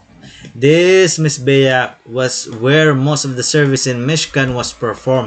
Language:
Waray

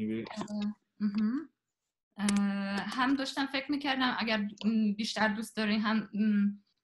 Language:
Persian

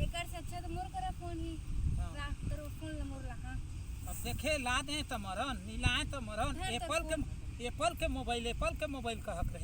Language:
Chhattisgarhi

